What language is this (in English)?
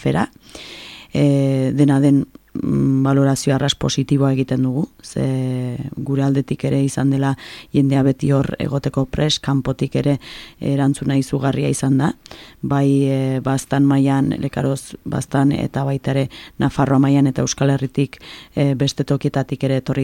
Basque